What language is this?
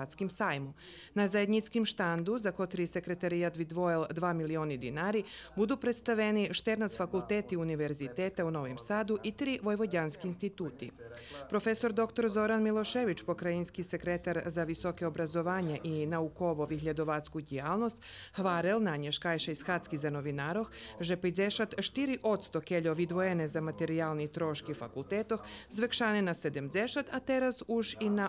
Rusyn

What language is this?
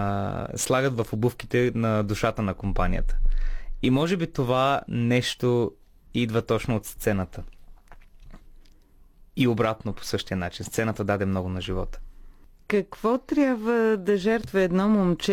Bulgarian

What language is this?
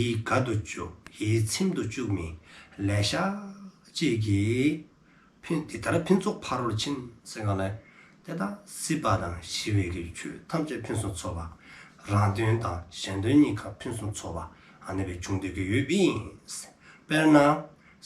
Dzongkha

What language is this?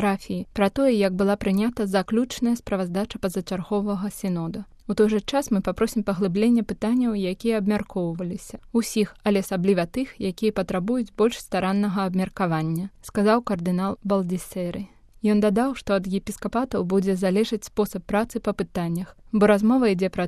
Belarusian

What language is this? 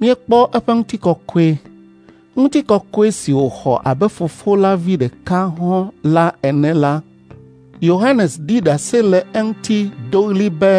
Ewe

